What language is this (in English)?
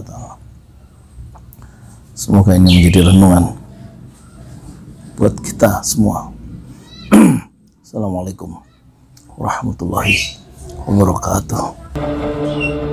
Indonesian